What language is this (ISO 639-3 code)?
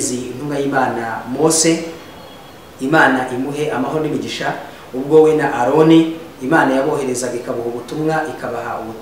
kin